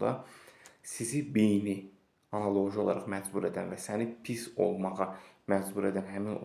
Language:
Azerbaijani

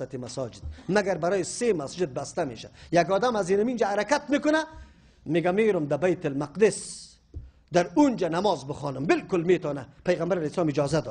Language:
Persian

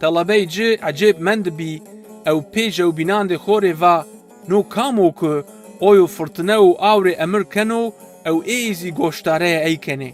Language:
Zaza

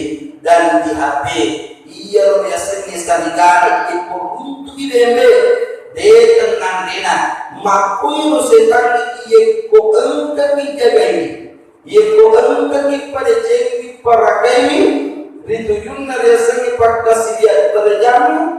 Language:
Buginese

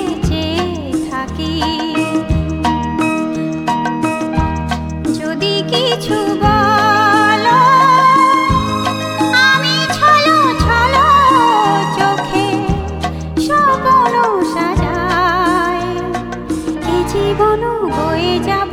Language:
Bangla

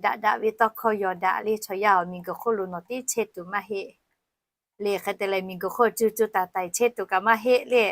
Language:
Lahu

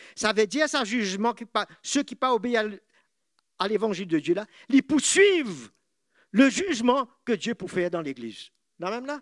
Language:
Morisyen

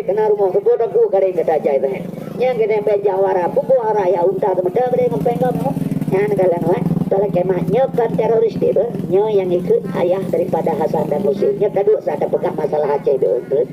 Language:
Achinese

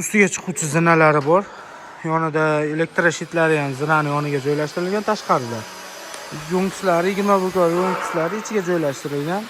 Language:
Uzbek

